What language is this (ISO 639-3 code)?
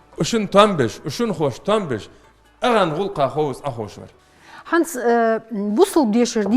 inh